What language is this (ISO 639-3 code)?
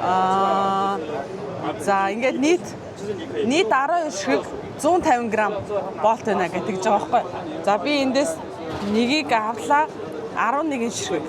mon